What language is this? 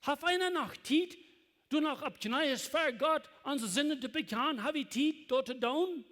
Plautdietsch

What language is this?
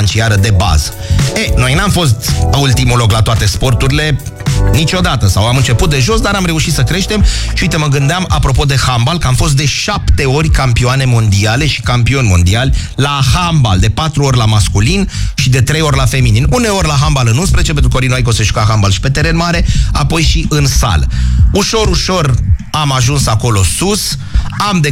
Romanian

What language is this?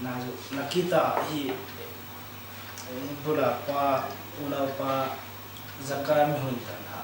Hmar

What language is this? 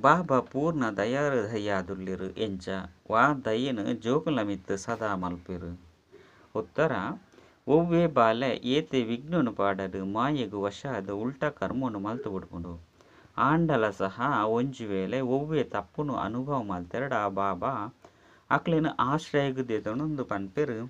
Tulu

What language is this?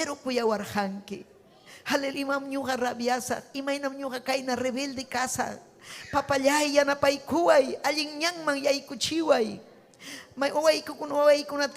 Ayacucho Quechua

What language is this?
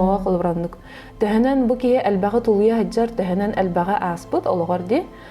Yakut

